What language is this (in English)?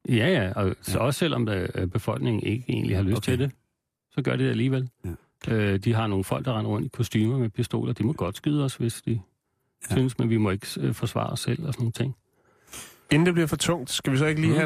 Danish